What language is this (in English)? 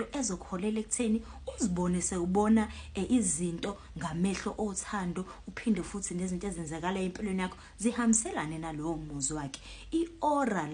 Zulu